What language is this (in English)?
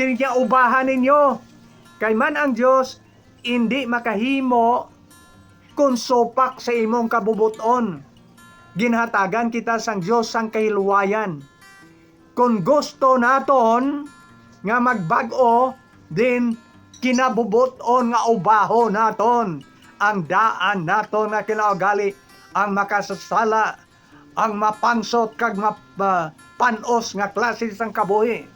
Hiligaynon